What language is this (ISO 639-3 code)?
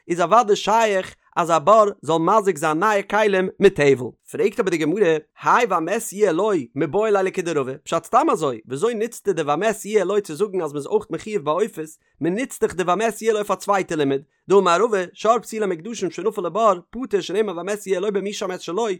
yid